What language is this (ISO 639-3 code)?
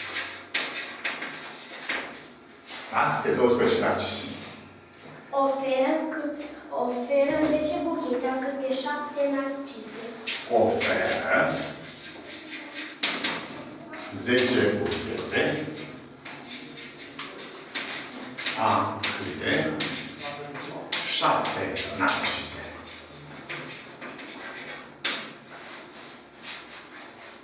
ron